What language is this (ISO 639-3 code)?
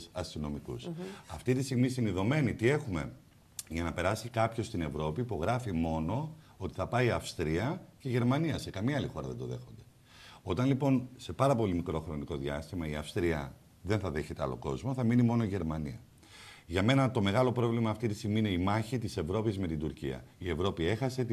ell